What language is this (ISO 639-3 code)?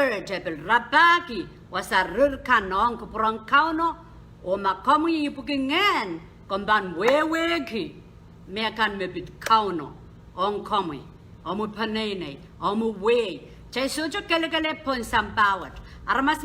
pon